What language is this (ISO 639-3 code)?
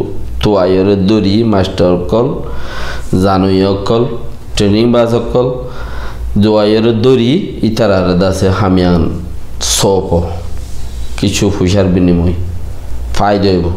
rhg